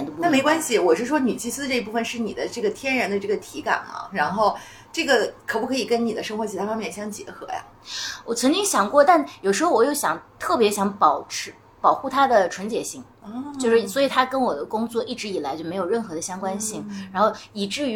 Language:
Chinese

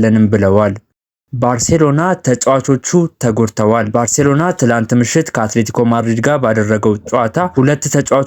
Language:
Amharic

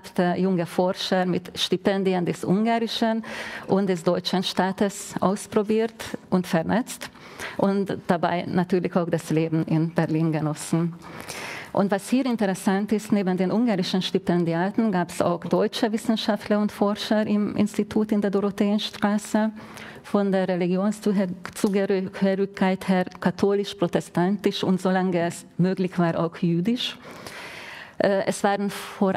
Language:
German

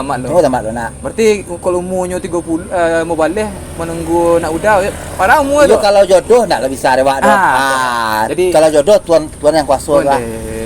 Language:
Minangkabau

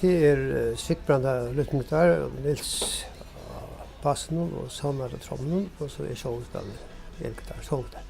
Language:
Faroese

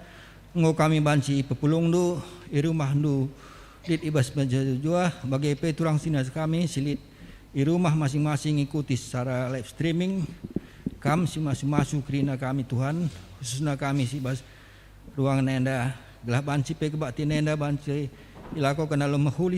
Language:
Batak Karo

